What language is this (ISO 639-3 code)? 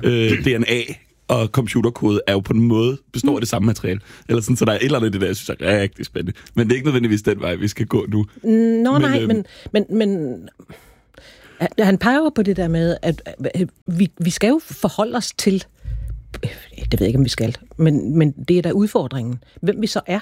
dan